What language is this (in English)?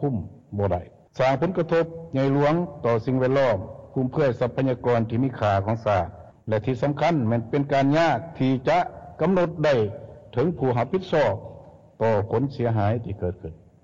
Lao